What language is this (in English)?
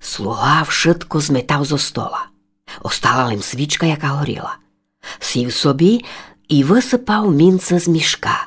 Rusyn